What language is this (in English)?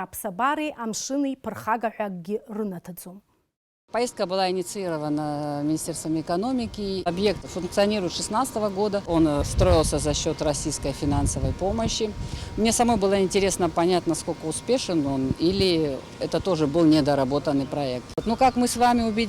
Abkhazian